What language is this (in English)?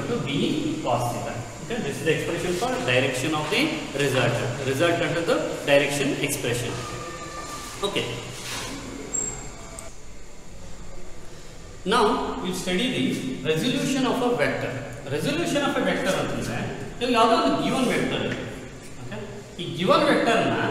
Kannada